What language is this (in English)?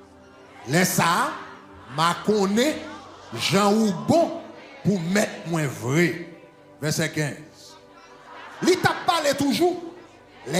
Haitian Creole